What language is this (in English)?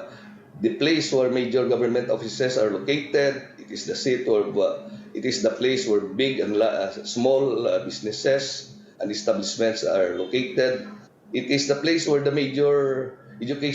Hiligaynon